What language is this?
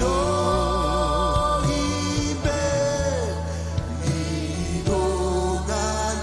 Marshallese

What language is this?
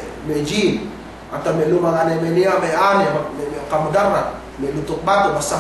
Yakan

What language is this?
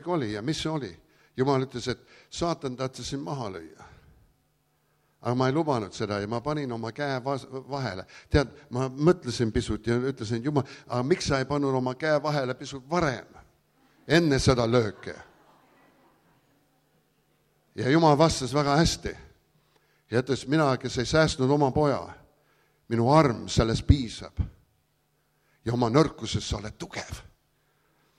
Estonian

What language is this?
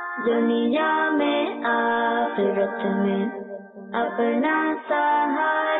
Urdu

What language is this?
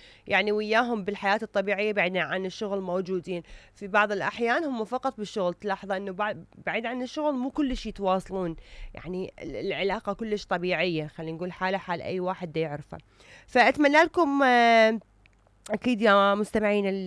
Mesopotamian Arabic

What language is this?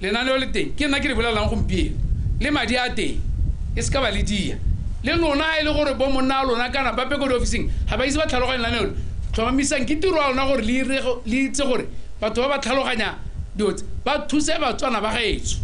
Tswana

